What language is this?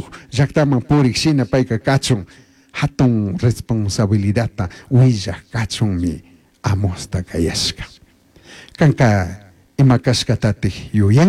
Chimborazo Highland Quichua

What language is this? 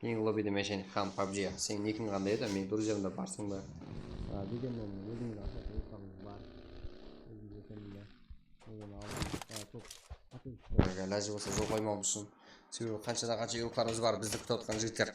Kara-Kalpak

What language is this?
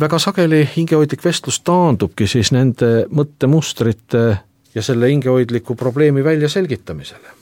Estonian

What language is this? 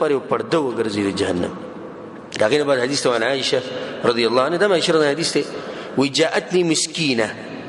Pashto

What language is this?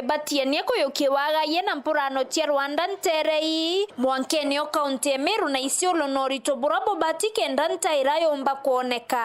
Meru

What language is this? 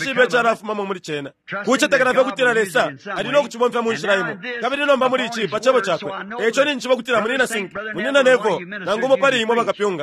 Bemba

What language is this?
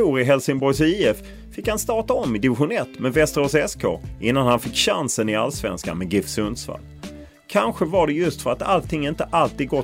Swedish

